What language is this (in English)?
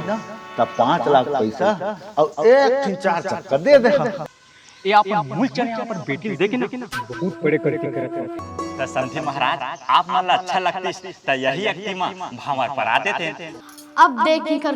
Chhattisgarhi